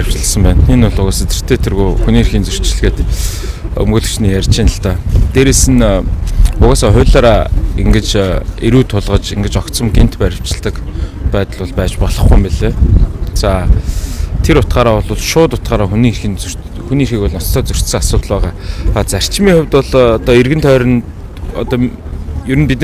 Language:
Mongolian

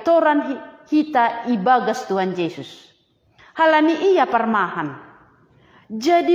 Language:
Batak Simalungun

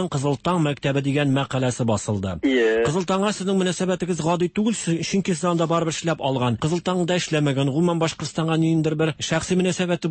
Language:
Tatar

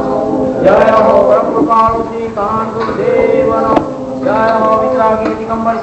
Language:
Gujarati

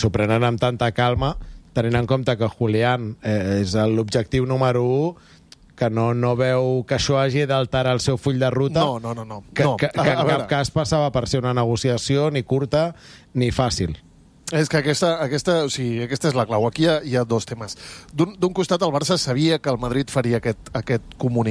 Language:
Catalan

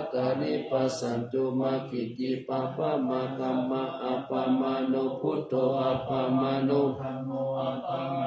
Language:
Pali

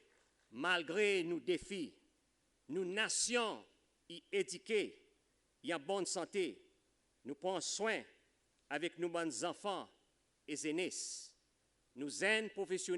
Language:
Seselwa Creole French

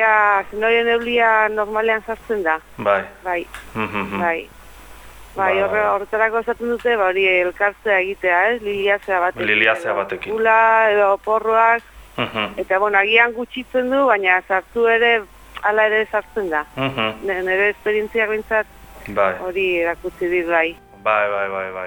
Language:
Basque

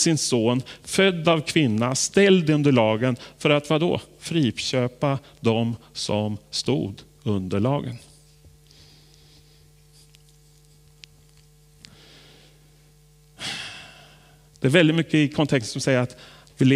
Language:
Swedish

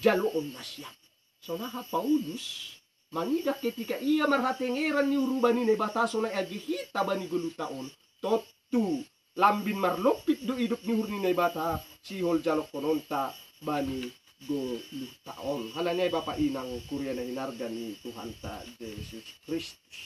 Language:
Batak Simalungun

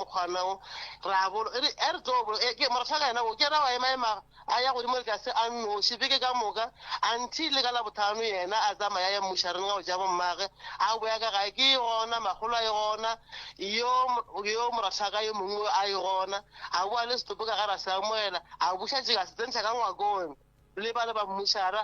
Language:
Northern Sotho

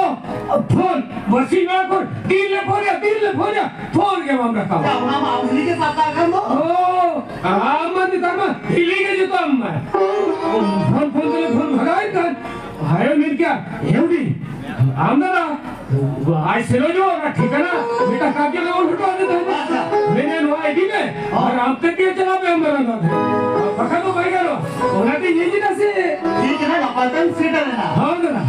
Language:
Santali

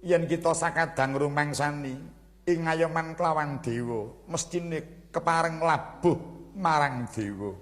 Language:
Javanese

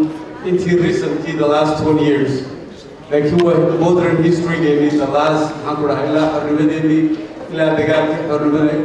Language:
Somali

